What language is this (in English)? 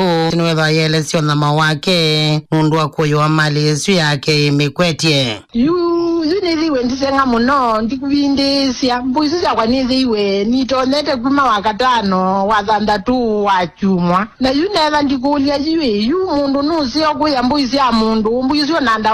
Kamba